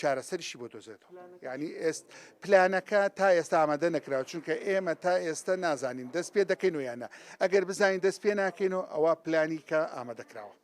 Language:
Central Kurdish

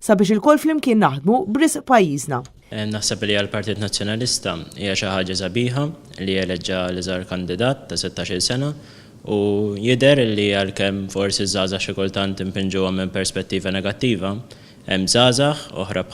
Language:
Maltese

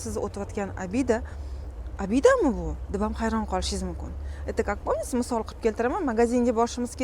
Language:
Uzbek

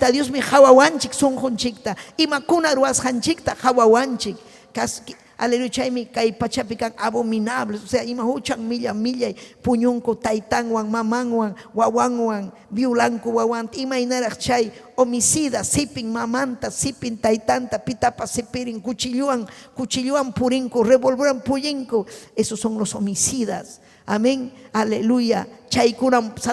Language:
Ayacucho Quechua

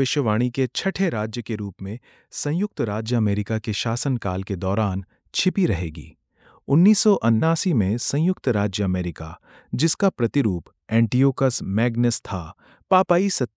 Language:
Hindi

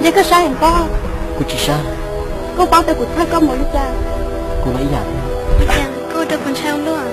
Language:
Hmong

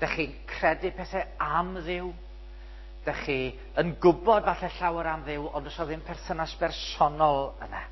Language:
Welsh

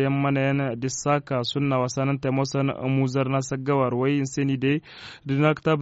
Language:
Tamasheq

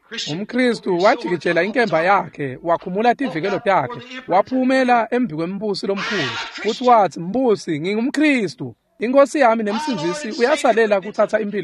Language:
Swati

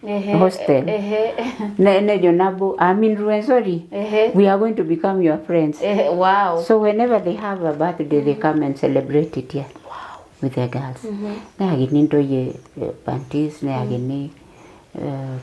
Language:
Masai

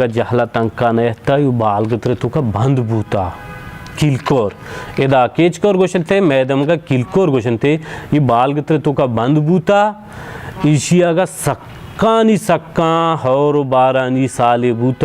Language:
Baluchi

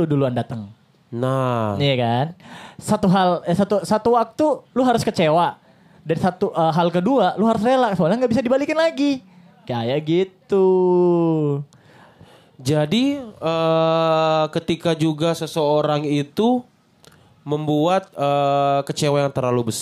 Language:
Indonesian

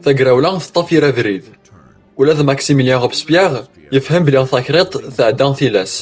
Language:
Kabyle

